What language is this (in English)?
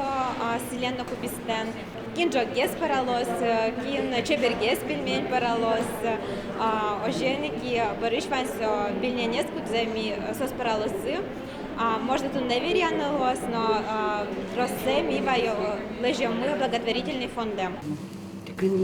Udmurt